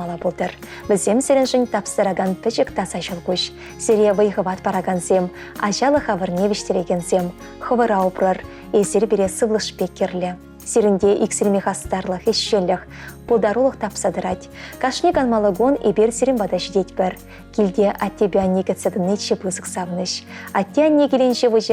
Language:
Chuvash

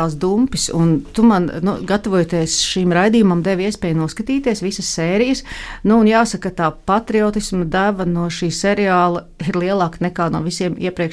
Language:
Latvian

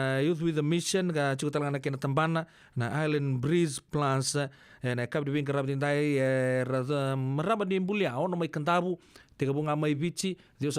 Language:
Fijian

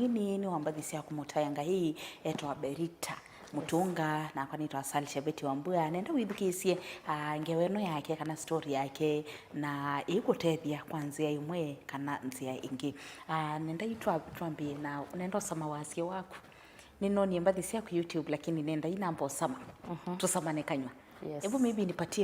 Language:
Kamba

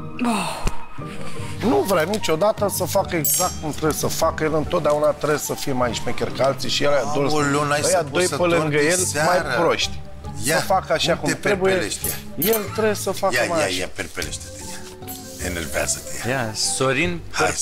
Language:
Romanian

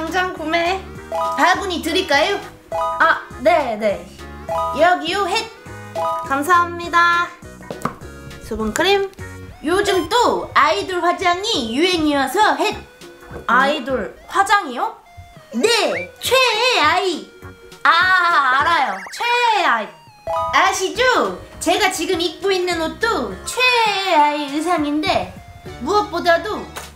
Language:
Korean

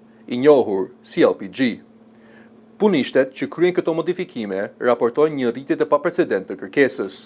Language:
Albanian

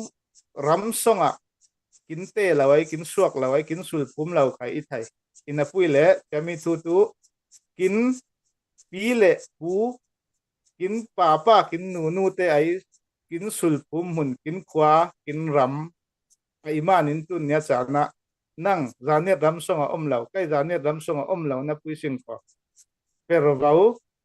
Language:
Falam Chin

